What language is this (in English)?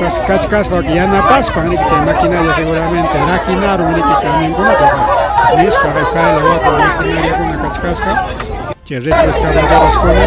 Ayacucho Quechua